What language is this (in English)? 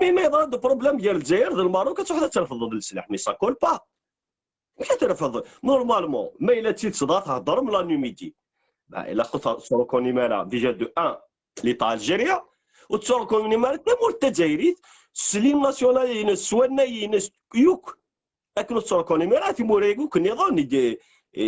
Kabyle